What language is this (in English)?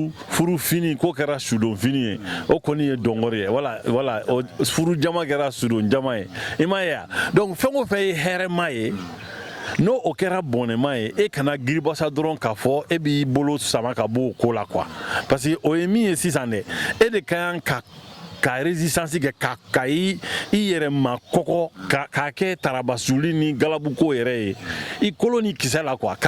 Bambara